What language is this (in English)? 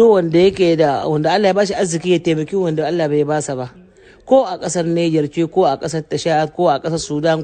Hausa